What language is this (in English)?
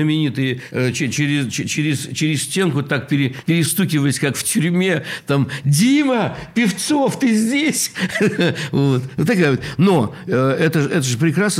Russian